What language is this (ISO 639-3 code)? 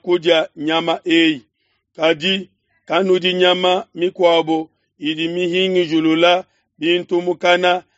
lua